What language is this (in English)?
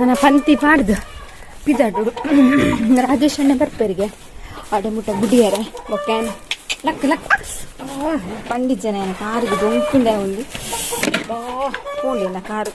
Tulu